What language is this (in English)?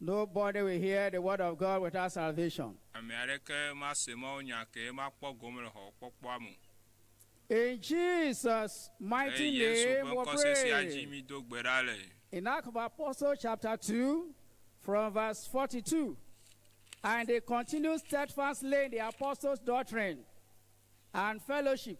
Ewe